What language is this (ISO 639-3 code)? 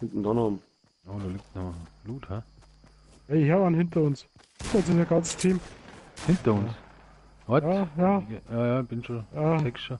bar